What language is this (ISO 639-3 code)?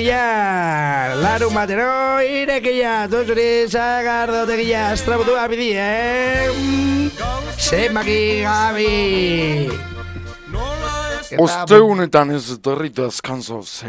eus